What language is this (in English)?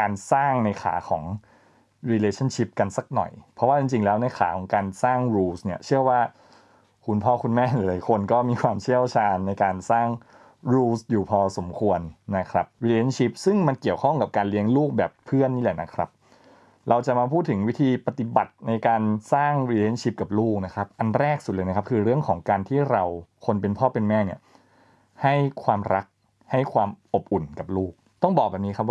Thai